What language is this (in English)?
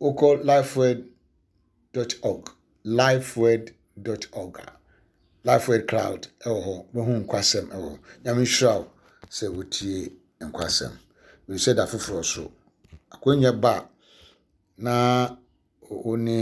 Akan